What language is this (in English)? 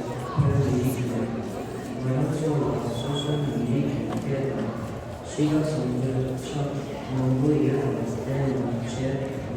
Tibetan